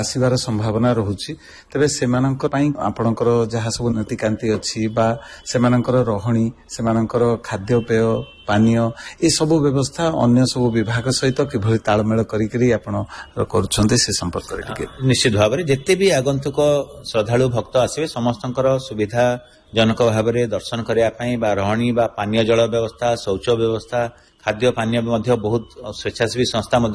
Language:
Odia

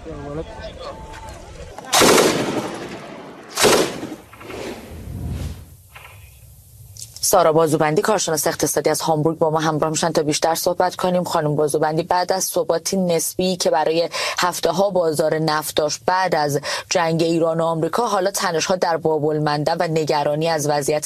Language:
Persian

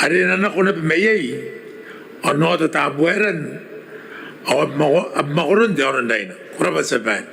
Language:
Gilbertese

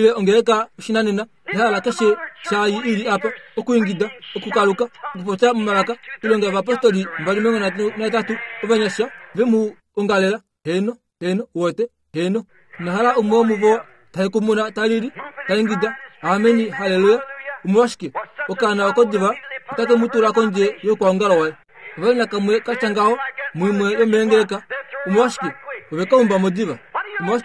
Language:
Kuanyama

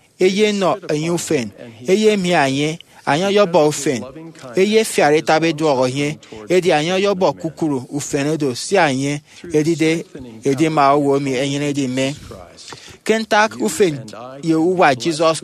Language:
Efik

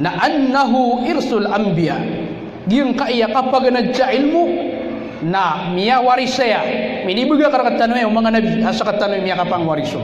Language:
Maranao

